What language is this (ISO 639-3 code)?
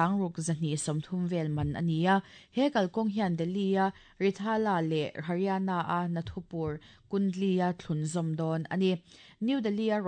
lus